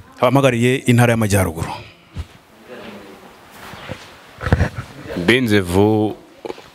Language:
Kinyarwanda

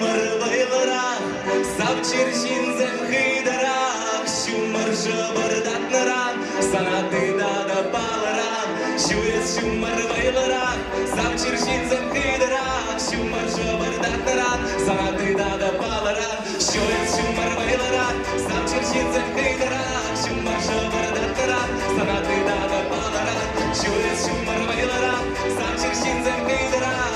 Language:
Chuvash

